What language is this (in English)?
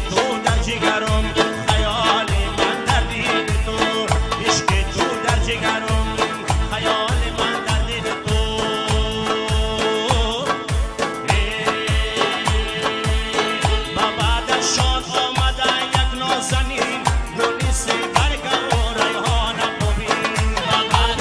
Persian